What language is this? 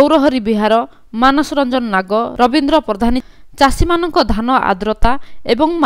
Odia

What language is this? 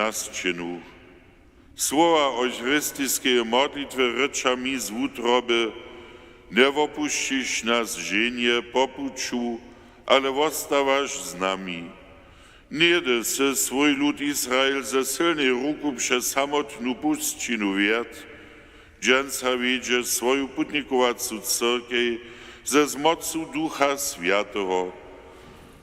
Upper Sorbian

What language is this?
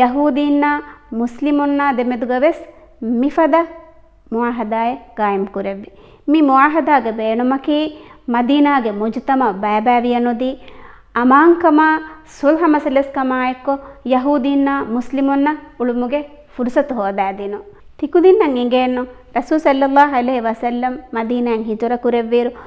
Divehi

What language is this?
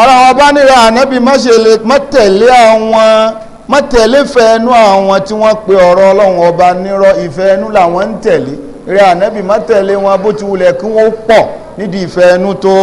Yoruba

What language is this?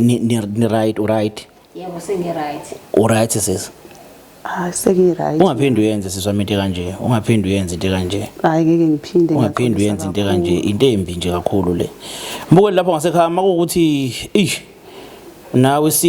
Zulu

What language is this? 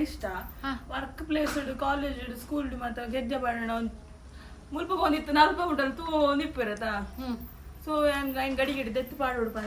Tulu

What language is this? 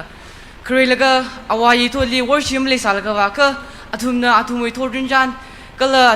Tangkhul Naga (India)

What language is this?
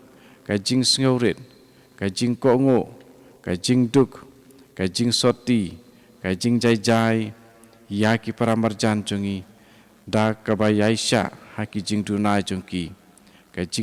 Khasi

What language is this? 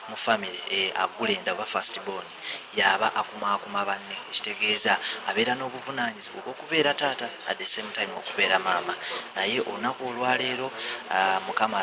Ganda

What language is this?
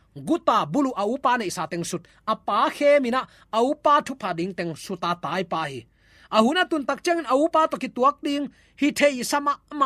Tedim Chin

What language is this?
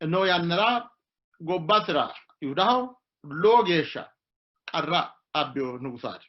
Sidamo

